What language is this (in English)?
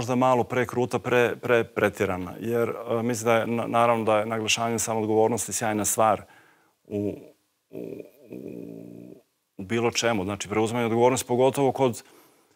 Croatian